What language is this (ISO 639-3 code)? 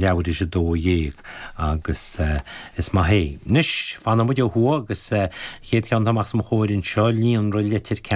gle